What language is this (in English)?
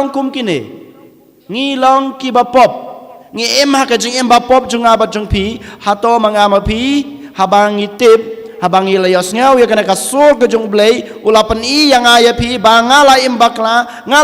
Khasi